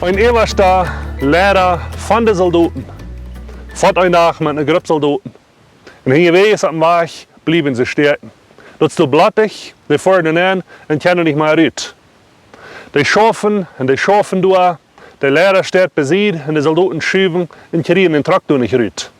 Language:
Plautdietsch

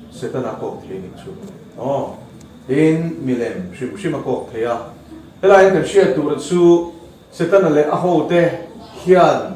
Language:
Mizo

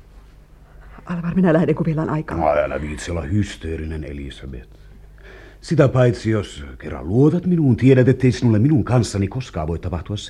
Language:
Finnish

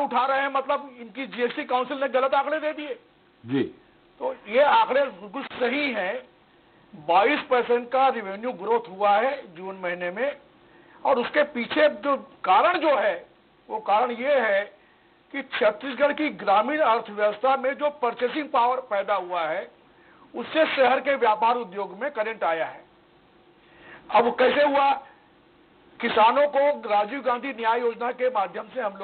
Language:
Hindi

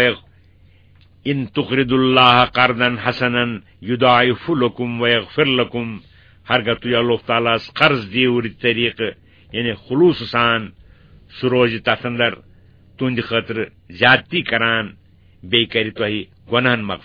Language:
Kashmiri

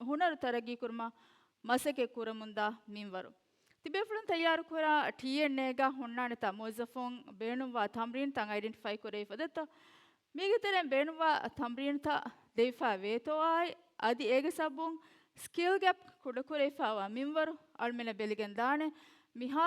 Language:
Divehi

